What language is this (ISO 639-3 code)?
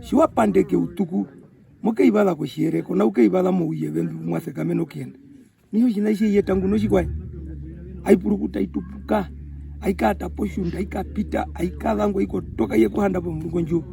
her